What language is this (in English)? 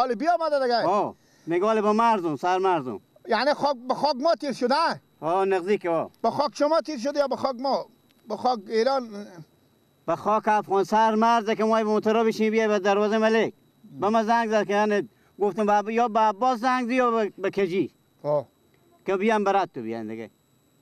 Persian